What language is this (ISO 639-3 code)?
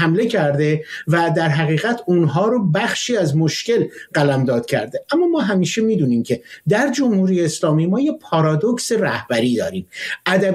fas